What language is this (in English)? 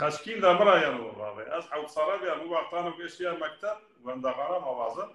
Zaza